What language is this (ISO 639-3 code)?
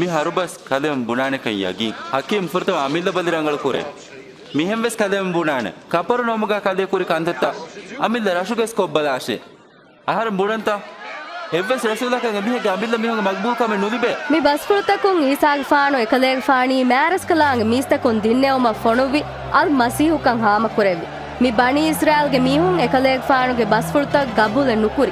div